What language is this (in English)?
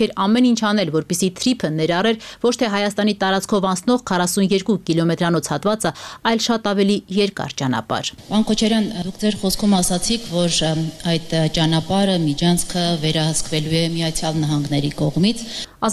Armenian